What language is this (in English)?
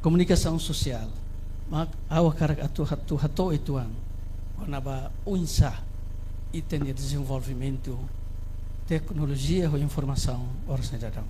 Tetum